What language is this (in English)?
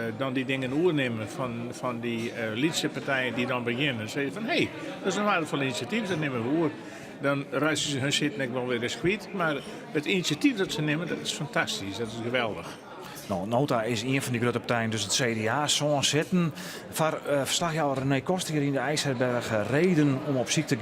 Western Frisian